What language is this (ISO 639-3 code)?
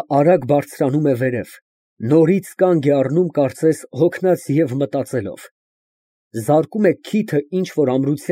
hye